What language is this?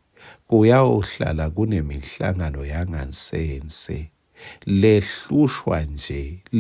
Swati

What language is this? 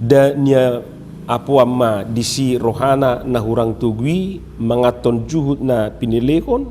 Batak Toba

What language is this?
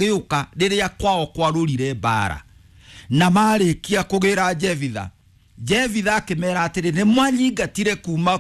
Kikuyu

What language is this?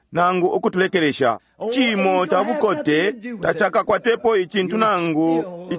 Bemba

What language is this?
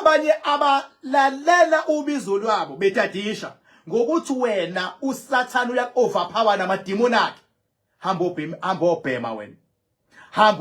Zulu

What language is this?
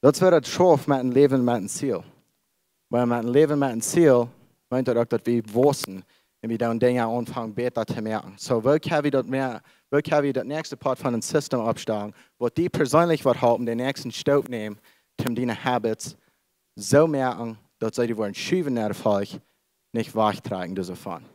Plautdietsch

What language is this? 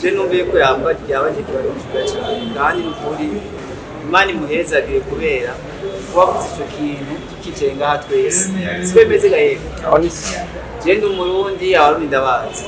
Rundi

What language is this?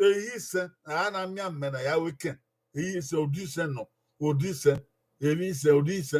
Bini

